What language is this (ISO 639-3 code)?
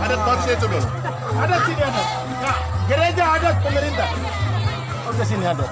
pmy